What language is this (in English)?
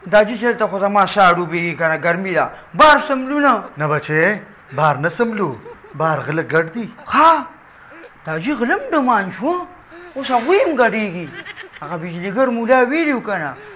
Pashto